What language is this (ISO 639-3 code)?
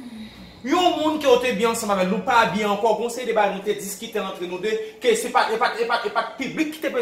hat